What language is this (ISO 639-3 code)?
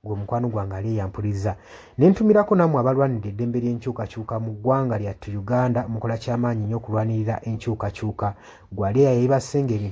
lug